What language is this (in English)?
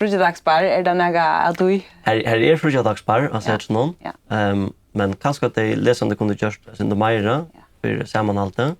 Faroese